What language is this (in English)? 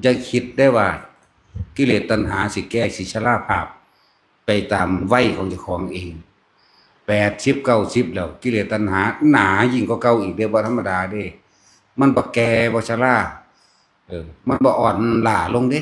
Northeastern Thai